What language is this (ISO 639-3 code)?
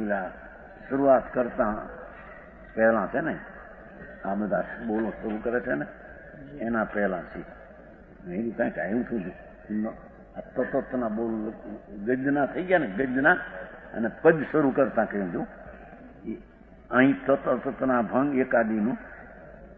guj